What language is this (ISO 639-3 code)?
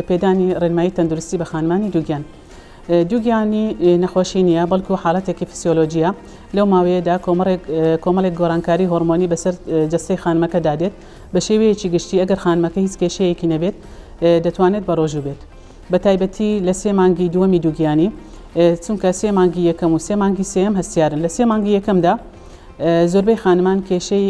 ckb